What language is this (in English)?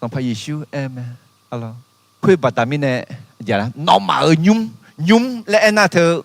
Akha